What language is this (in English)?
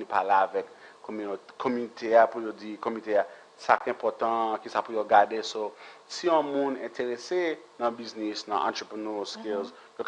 Haitian Creole